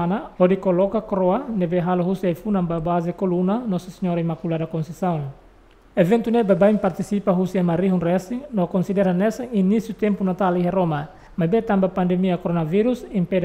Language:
Tetum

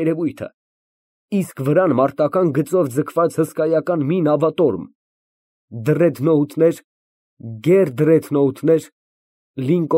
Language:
Armenian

